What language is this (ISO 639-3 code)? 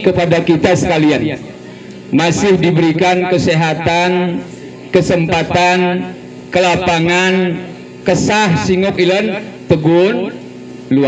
gay